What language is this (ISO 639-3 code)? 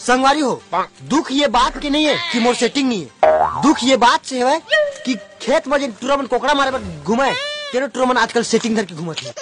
hne